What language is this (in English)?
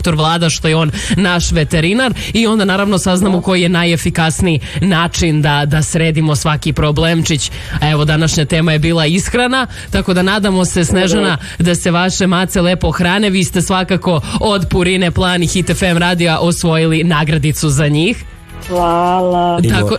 Serbian